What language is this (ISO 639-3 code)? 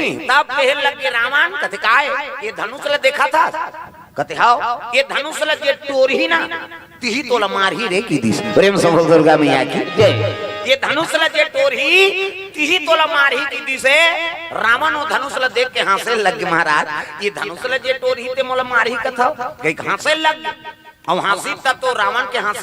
hne